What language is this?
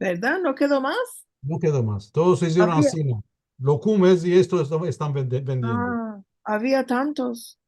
Ladino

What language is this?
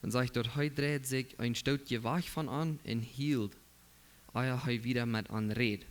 Plautdietsch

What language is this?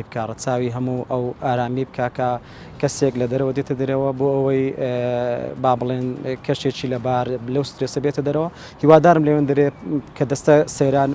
Central Kurdish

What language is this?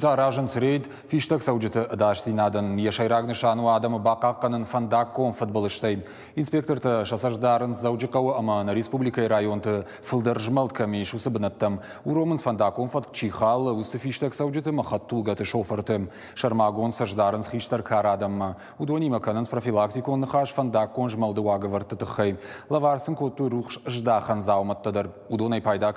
Ossetic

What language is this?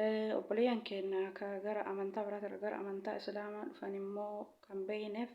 Oromo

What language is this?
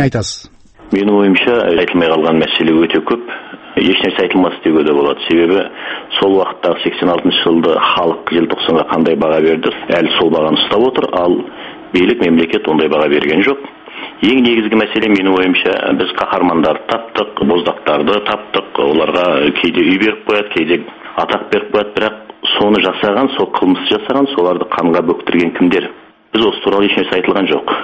Kazakh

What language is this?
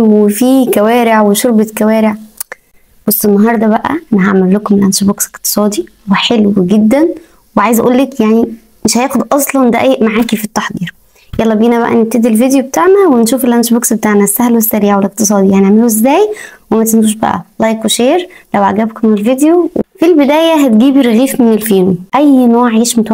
Egyptian Arabic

